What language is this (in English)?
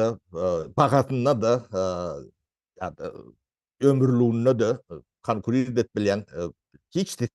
Turkmen